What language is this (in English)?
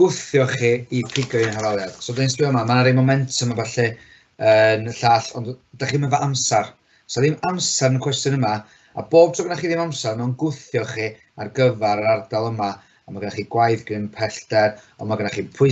Welsh